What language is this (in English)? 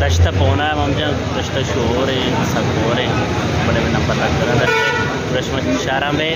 Baluchi